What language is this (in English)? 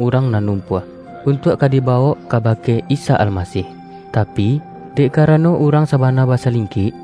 Minangkabau